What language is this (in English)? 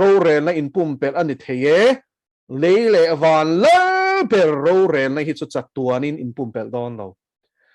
Mizo